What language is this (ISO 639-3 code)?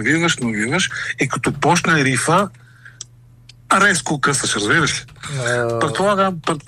bul